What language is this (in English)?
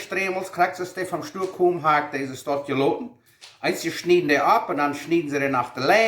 Plautdietsch